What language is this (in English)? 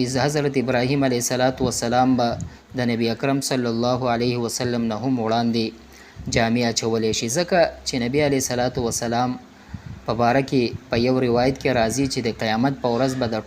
Pashto